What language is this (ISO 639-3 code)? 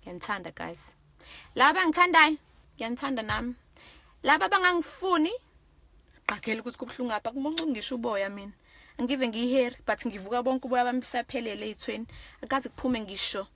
zul